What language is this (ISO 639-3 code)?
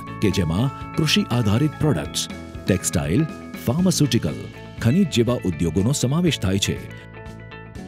guj